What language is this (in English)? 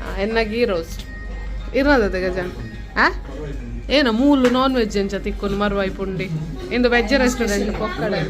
Tulu